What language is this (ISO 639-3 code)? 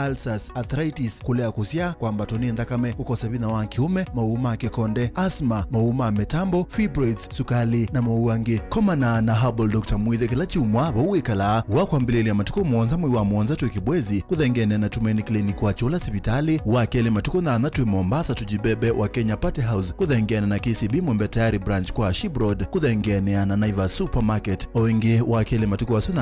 kam